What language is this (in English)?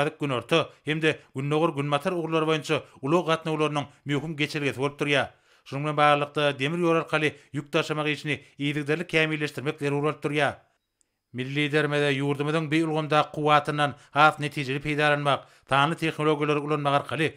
Turkmen